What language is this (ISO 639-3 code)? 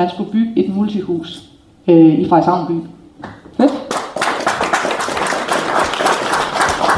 dan